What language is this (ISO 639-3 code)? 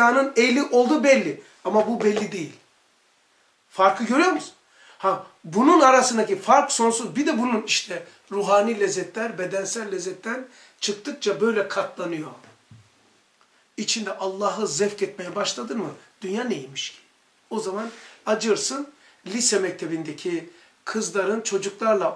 tur